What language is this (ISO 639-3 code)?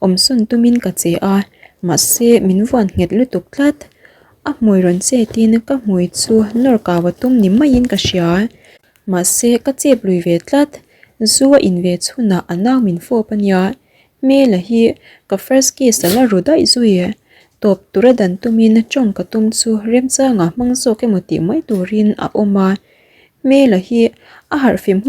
lus